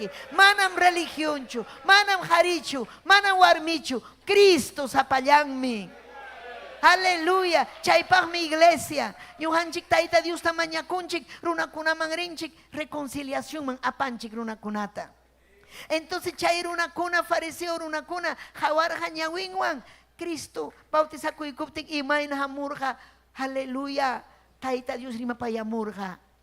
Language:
Ayacucho Quechua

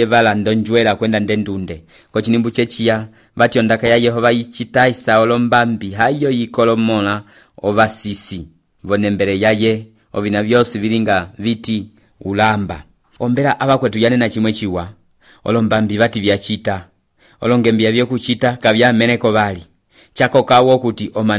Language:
Umbundu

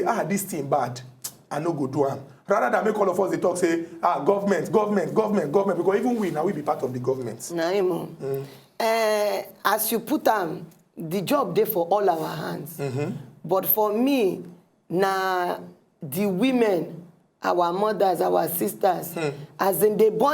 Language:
Nigerian Pidgin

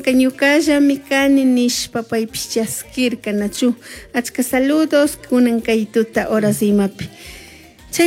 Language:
Chimborazo Highland Quichua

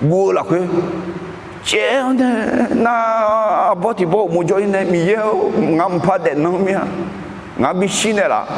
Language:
Akha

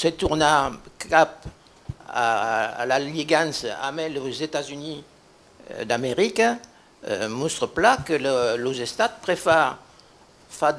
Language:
Occitan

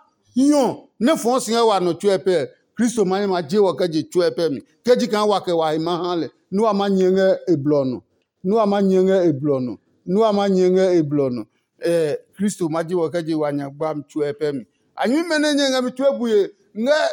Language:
Adangme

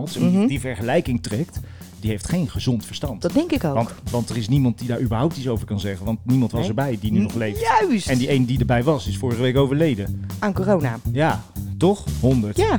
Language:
Dutch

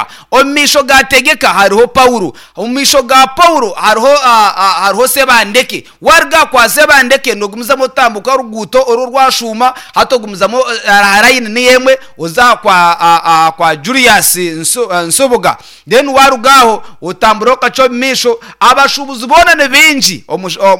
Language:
Nyankole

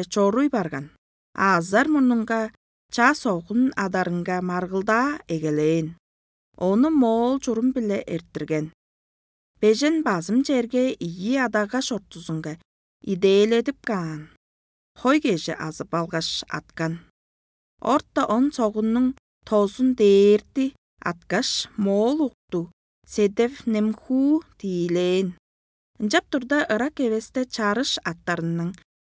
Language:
Tuvinian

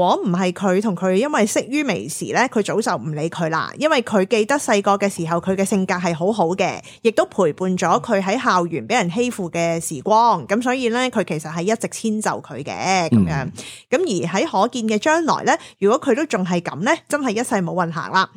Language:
Cantonese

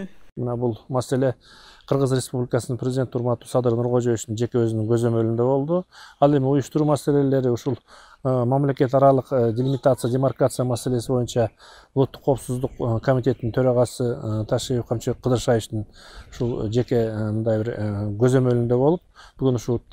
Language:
Kyrgyz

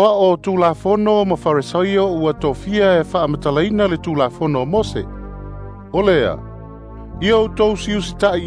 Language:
Samoan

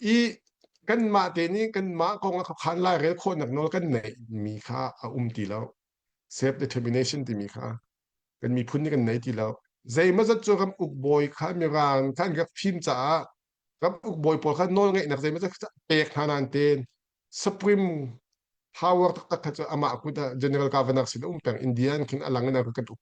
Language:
Hakha Chin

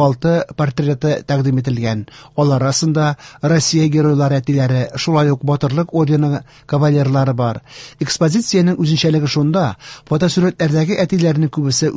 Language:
Tatar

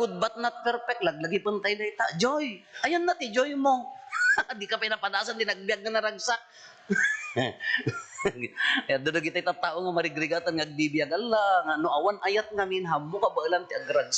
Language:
Iloko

